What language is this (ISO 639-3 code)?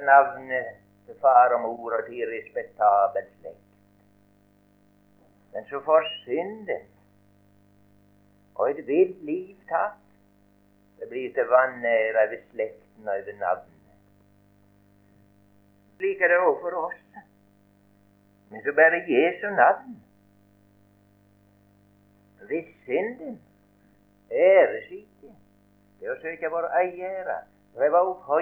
nor